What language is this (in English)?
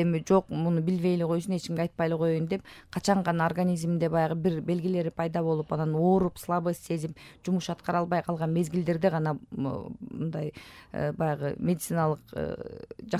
Kyrgyz